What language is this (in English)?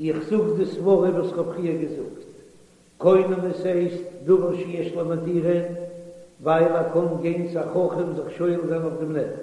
Yiddish